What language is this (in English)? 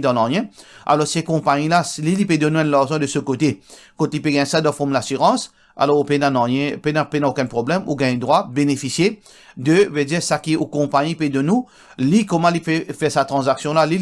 Morisyen